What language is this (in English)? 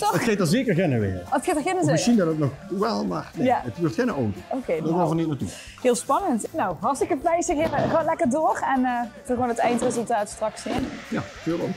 Limburgish